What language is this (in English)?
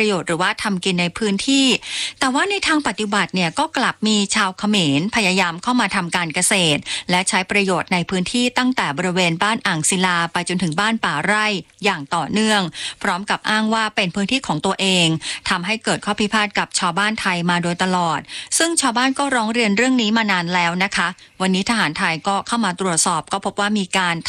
Thai